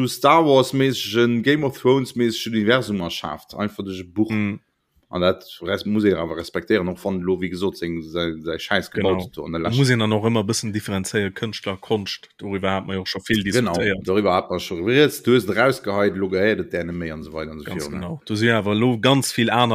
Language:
Luxembourgish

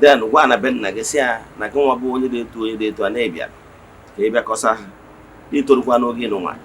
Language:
Igbo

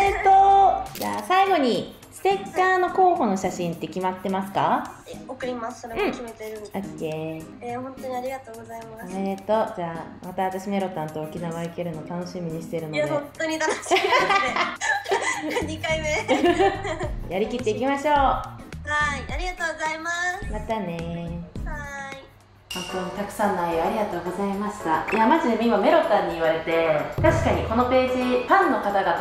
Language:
Japanese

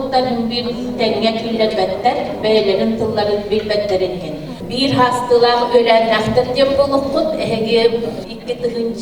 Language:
Yakut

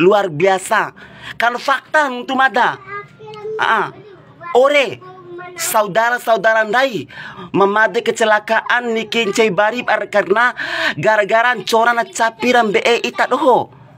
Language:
Bima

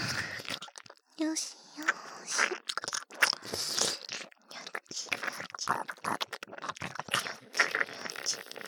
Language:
Japanese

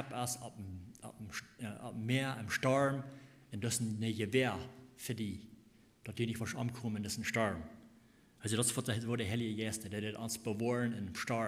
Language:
Plautdietsch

